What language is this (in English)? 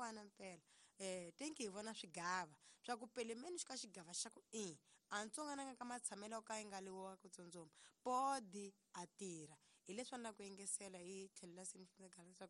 Tsonga